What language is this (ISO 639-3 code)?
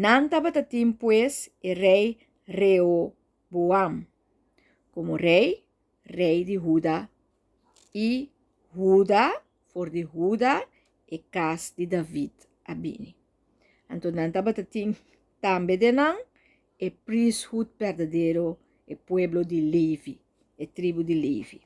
pap